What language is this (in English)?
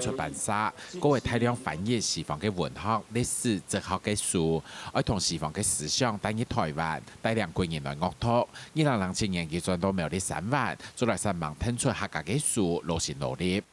Hakka Chinese